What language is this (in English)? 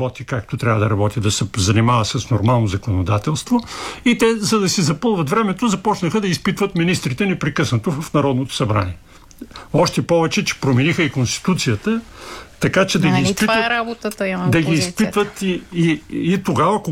Bulgarian